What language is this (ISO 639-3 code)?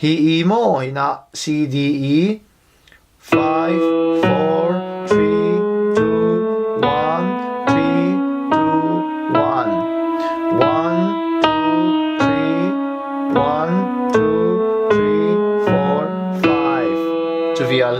cfm